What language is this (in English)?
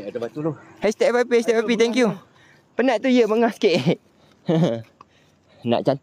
Malay